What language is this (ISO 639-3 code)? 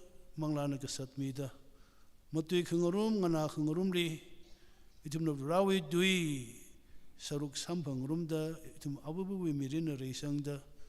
nmf